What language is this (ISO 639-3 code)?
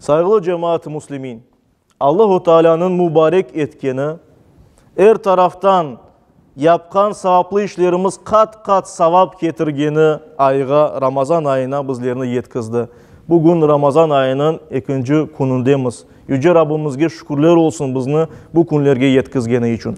crh